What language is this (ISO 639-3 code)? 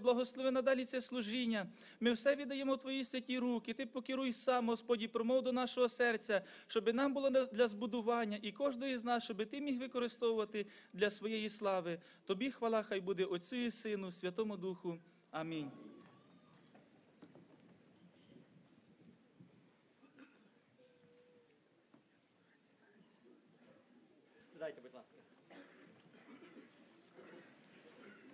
ukr